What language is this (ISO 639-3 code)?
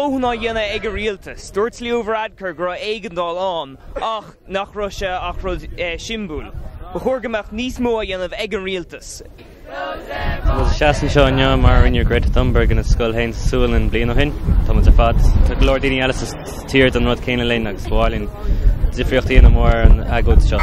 gle